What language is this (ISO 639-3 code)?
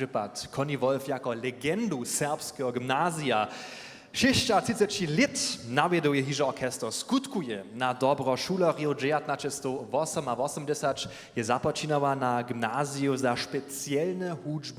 hsb